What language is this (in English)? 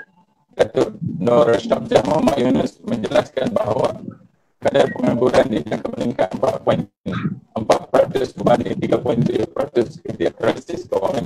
Malay